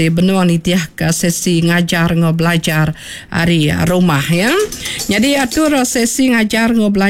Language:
Iban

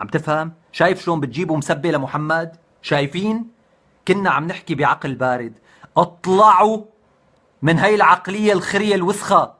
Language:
North Levantine Arabic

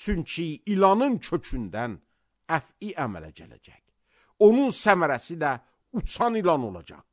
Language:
Azerbaijani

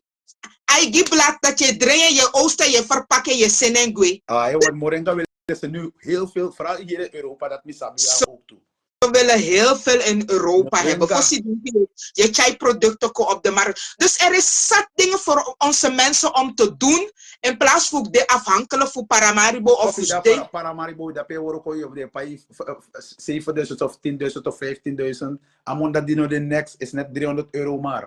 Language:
Sranan Tongo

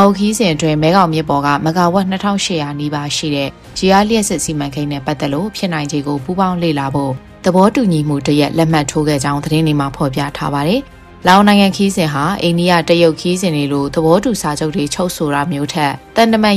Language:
Burmese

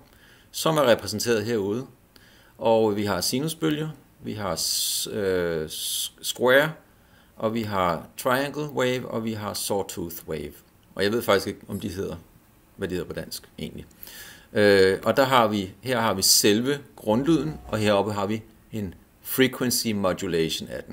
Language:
Danish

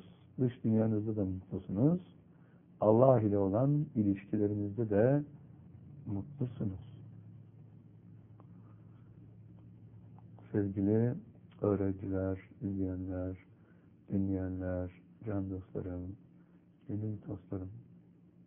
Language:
Turkish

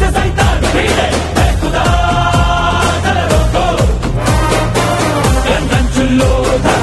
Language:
Telugu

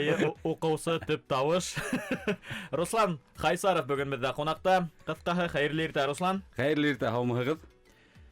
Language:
Bashkir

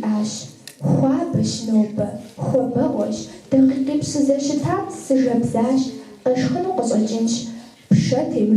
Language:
Kabardian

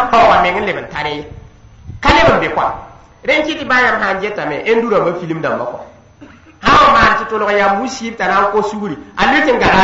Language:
Mossi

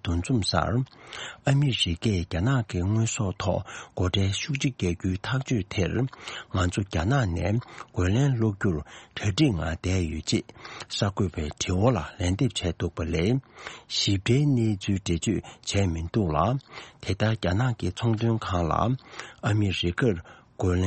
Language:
Tibetan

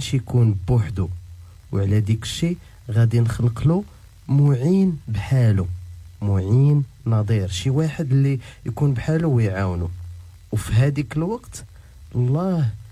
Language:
Moroccan Arabic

